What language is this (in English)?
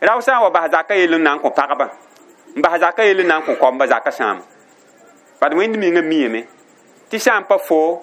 Mossi